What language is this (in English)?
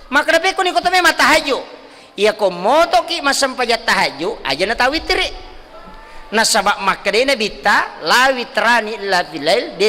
Buginese